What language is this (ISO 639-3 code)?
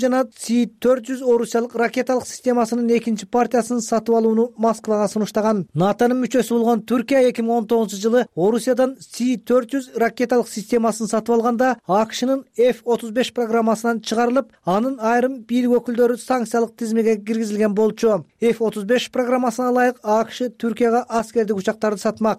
kir